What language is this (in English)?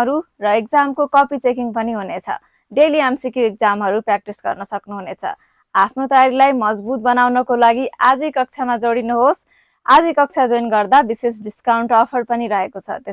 Nepali